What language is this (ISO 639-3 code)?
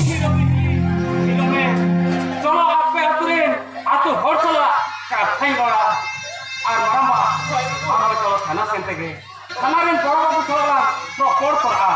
sat